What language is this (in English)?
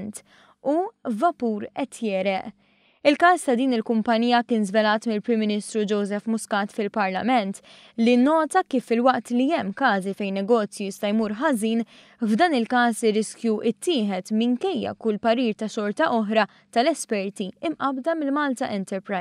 Maltese